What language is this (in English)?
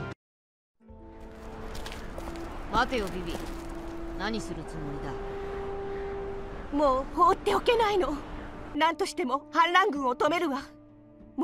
Japanese